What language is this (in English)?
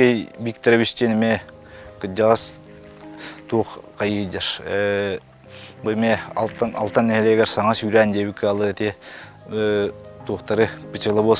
Yakut